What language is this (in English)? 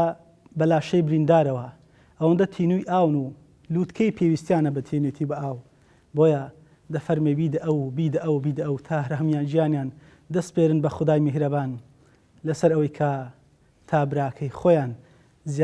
Central Kurdish